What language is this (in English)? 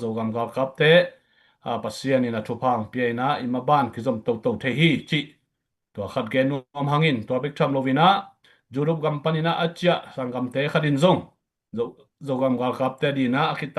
Tedim Chin